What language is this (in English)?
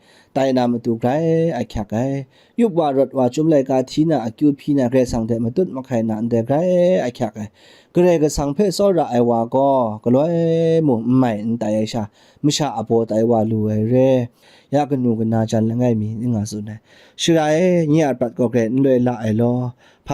Kachin